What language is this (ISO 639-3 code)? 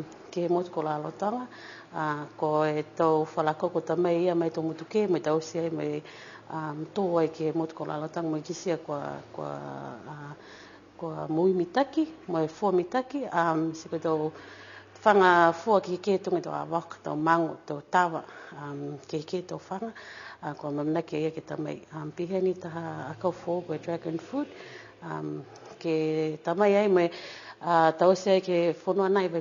niu